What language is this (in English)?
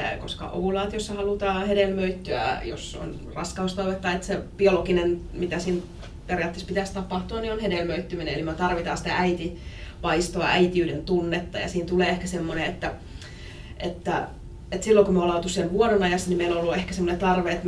Finnish